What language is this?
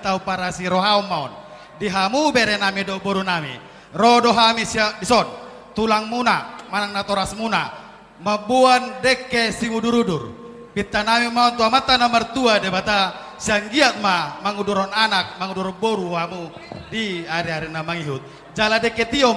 Batak Toba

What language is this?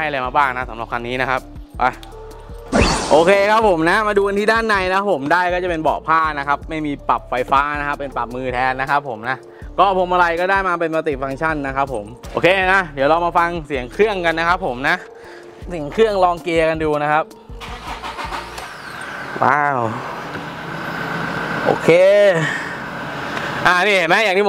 Thai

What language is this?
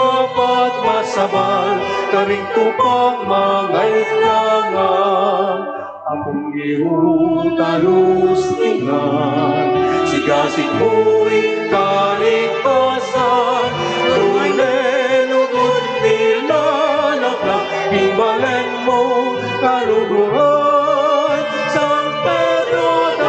Pampanga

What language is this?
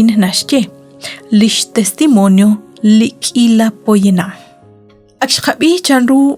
Kekchí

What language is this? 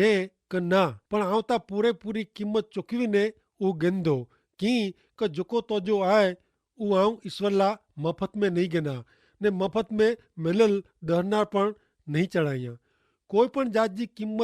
Kachhi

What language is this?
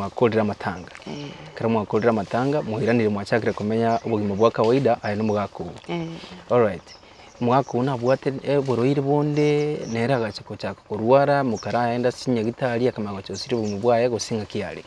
Gusii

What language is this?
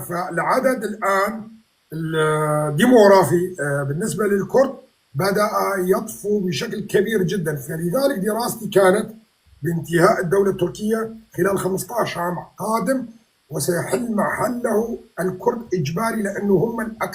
North Levantine Arabic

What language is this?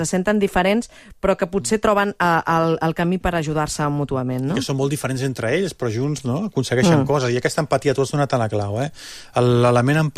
Catalan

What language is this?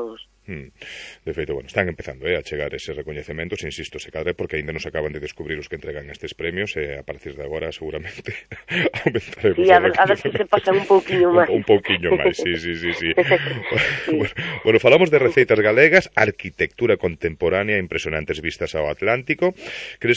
Galician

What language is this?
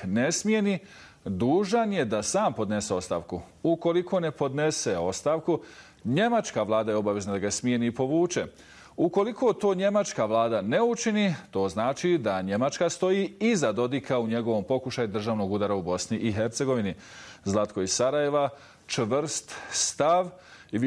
Bosnian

